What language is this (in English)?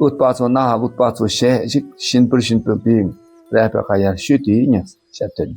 Dakpakha